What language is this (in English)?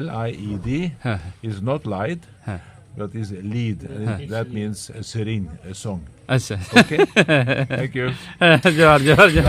Santali